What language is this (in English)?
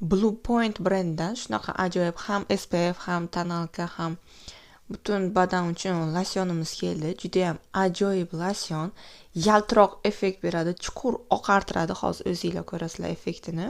Uzbek